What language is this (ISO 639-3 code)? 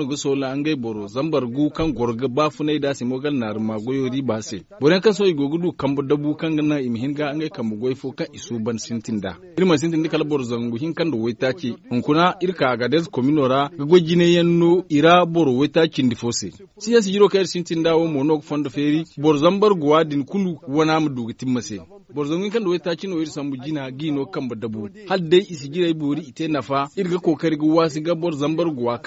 dje